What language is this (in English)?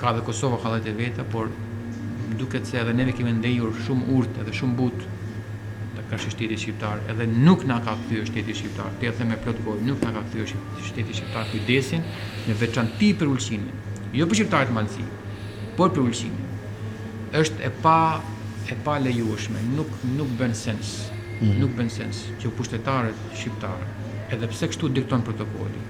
Albanian